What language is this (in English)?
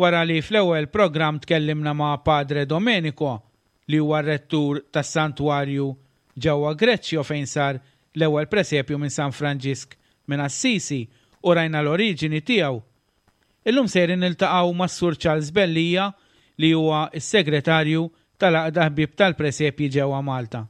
Maltese